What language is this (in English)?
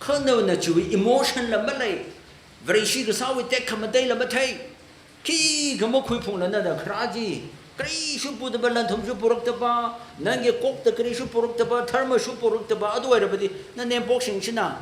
Tangkhul Naga (India)